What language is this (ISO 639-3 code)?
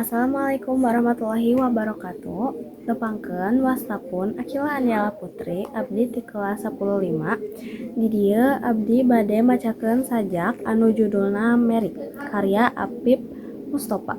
sun